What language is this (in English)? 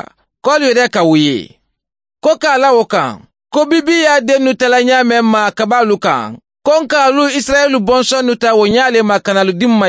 Mandingo